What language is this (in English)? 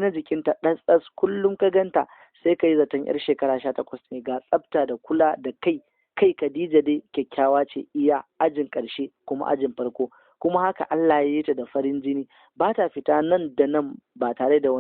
Hausa